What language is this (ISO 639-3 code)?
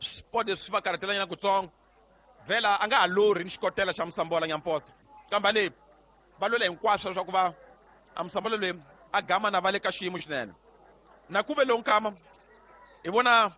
tso